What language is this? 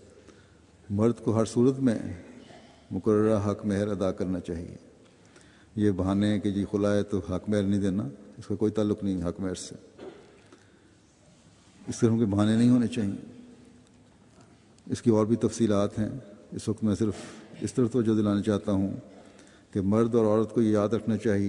Urdu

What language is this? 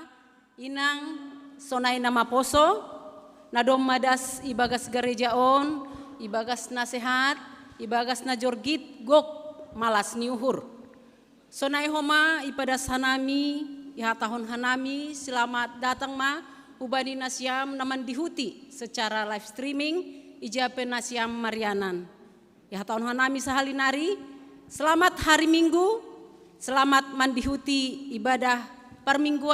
Batak Simalungun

